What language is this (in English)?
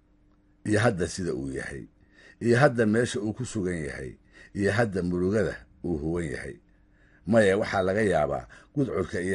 Somali